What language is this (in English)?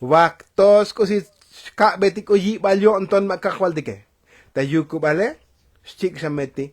Tzotzil